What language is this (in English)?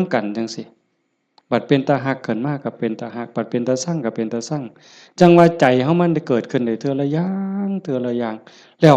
Northeastern Thai